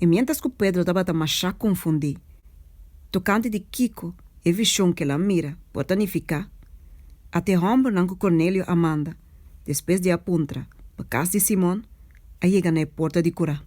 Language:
Papiamento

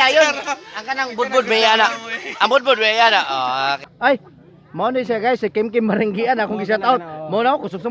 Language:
Cebuano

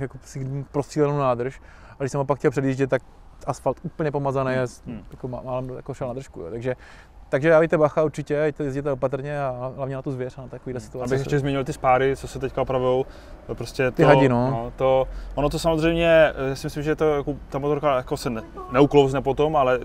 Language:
Czech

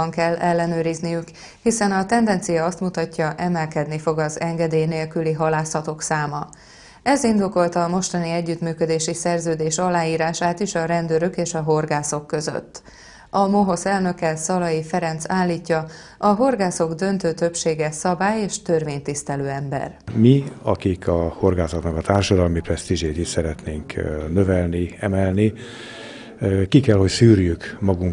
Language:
Hungarian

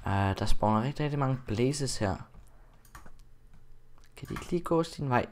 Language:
Danish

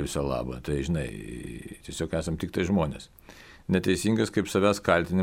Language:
Lithuanian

